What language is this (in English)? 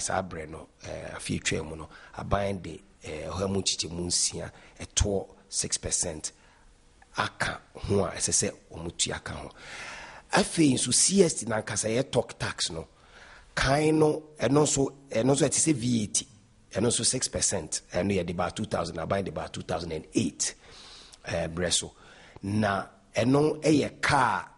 Akan